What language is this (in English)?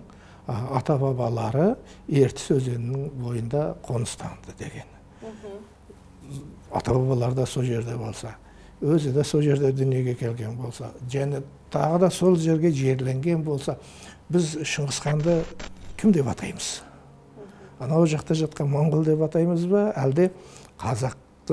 Kazakh